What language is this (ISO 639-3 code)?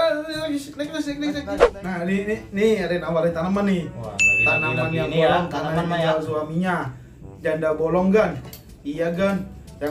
bew